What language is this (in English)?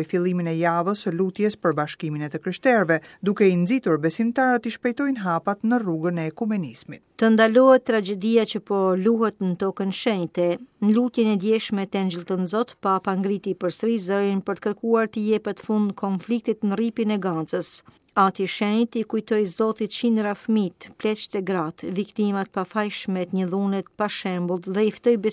Albanian